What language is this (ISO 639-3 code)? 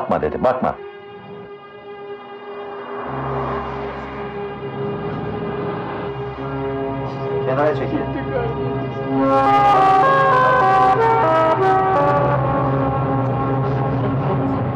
tur